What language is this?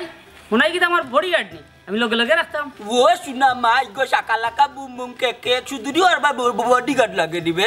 Sylheti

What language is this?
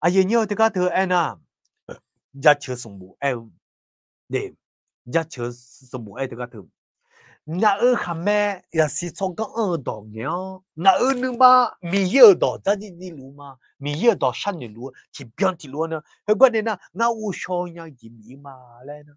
Akha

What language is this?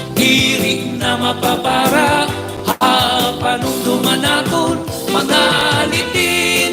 Waray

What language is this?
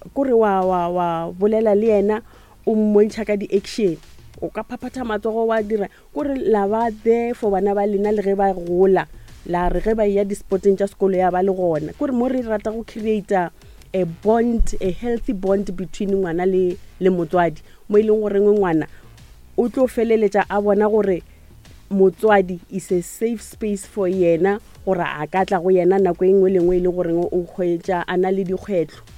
Northern Sotho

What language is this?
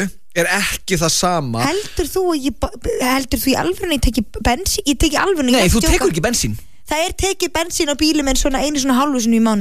Icelandic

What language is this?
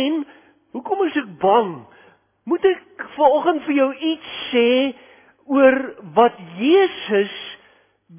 Afrikaans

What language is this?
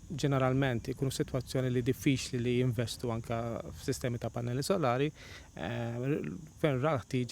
Maltese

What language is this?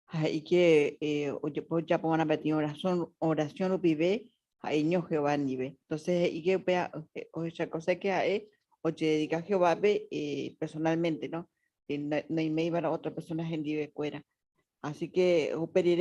Guarani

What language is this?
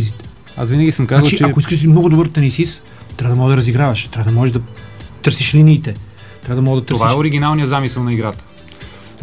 Bulgarian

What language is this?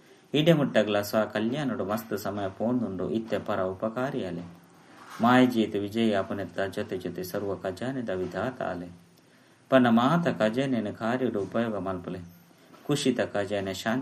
Tulu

